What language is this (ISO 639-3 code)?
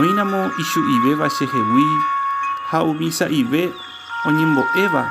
grn